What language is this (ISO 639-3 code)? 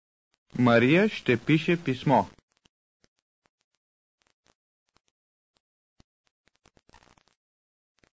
bul